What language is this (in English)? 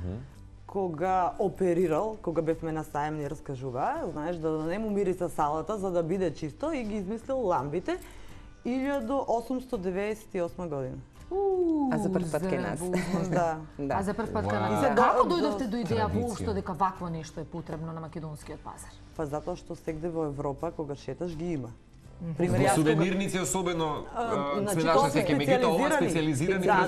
Macedonian